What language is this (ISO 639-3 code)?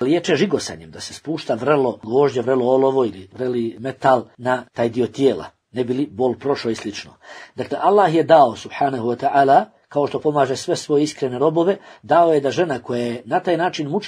bos